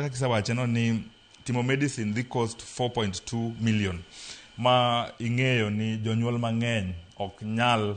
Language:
Luo (Kenya and Tanzania)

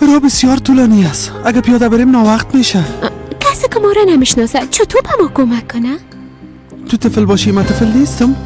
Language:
Persian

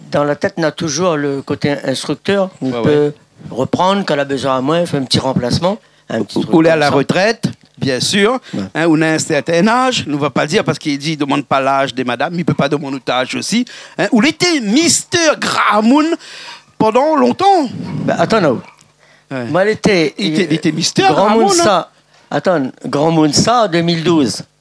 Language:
Réunion Creole French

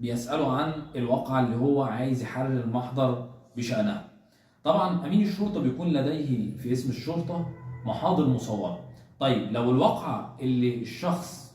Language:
Egyptian Arabic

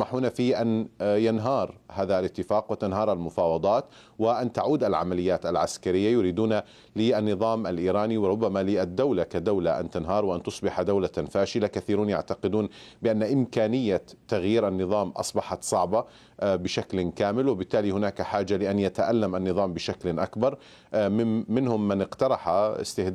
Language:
Arabic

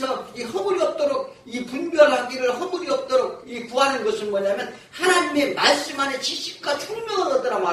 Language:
Korean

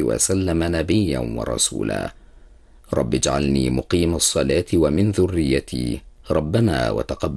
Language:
Arabic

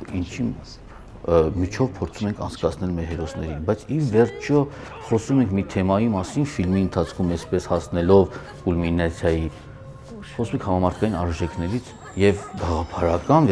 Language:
Armenian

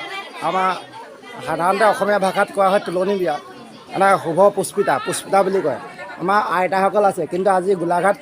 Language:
Assamese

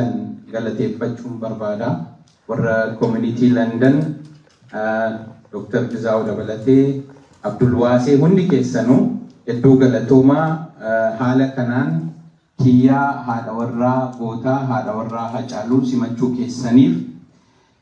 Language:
Oromo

